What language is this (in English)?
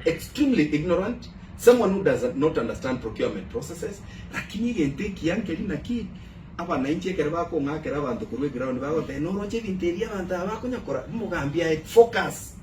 Gusii